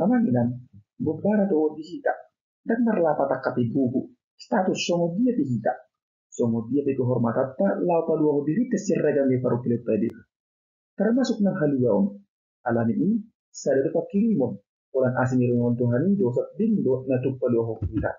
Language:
Batak Toba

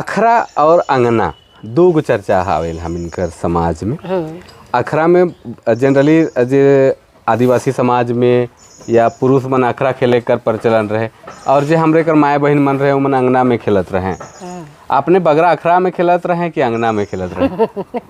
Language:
Sadri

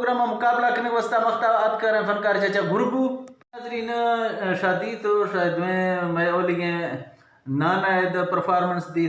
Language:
Eastern Balochi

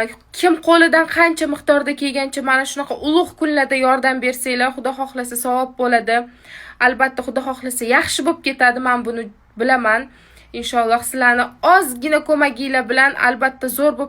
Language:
Uzbek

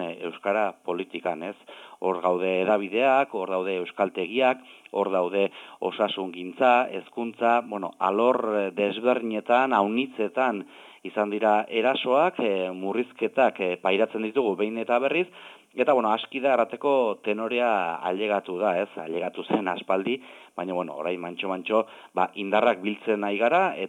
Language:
Basque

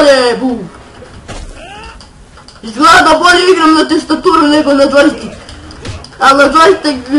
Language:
Serbian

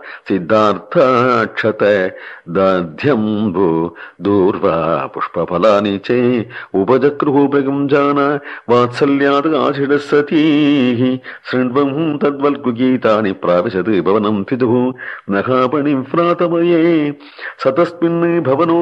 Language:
Sanskrit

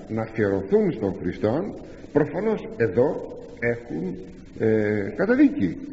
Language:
Greek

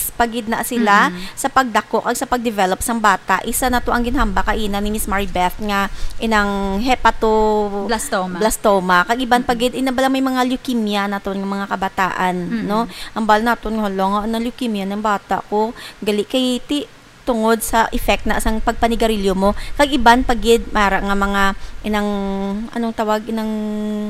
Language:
Hiligaynon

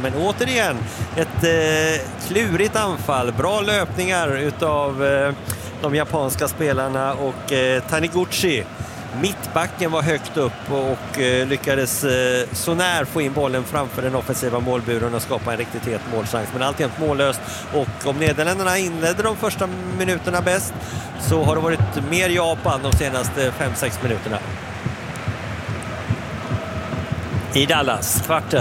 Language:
Swedish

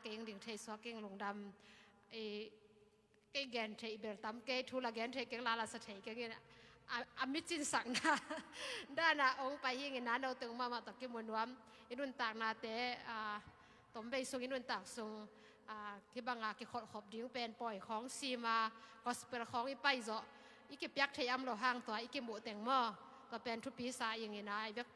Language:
Tedim Chin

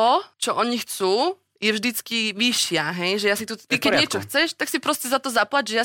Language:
Slovak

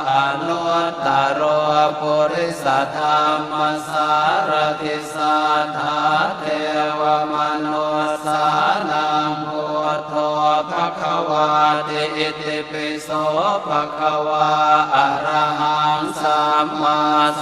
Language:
Pali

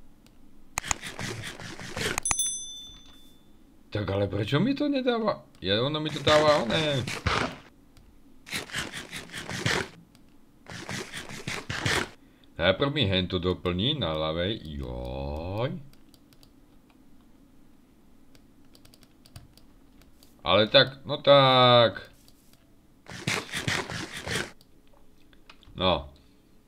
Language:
Slovak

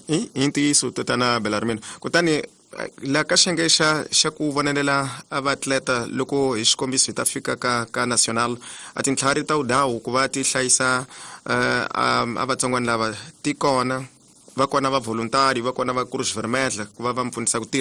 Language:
Tsonga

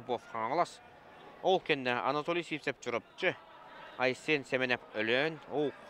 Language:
Yakut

